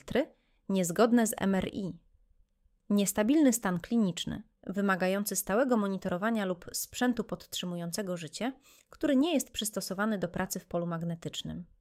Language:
Polish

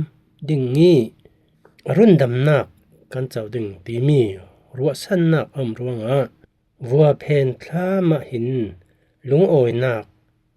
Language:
Falam Chin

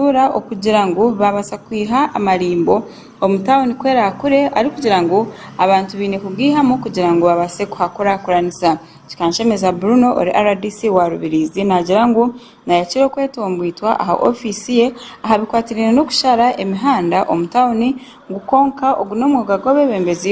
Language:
Nyankole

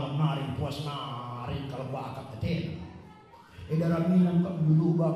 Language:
Batak Karo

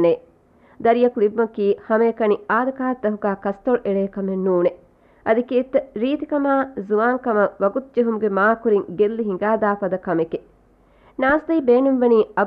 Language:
Divehi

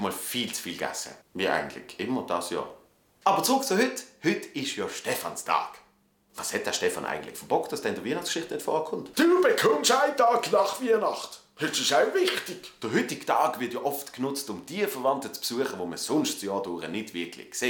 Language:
Swiss German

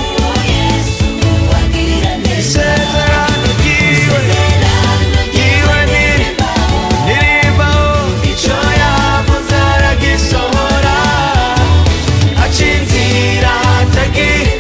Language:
Kinyarwanda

